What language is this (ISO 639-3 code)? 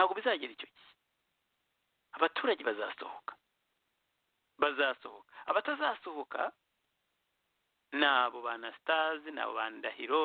kin